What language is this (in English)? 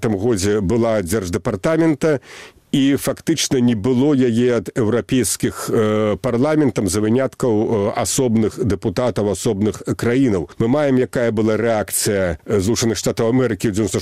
Belarusian